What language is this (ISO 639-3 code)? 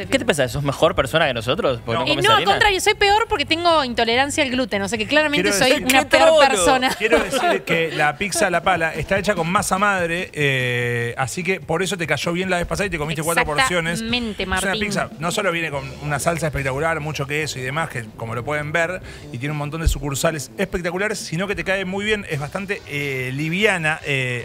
spa